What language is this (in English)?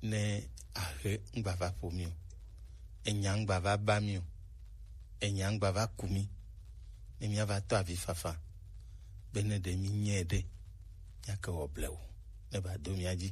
Gen